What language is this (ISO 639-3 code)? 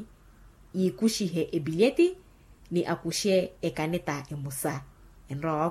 vmw